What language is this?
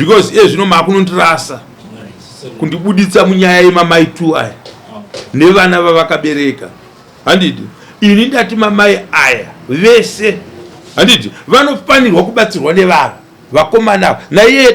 Shona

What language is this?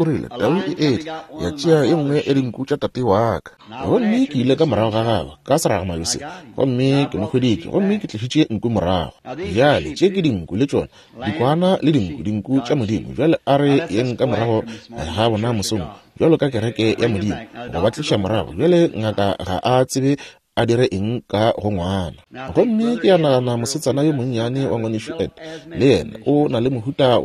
Northern Sotho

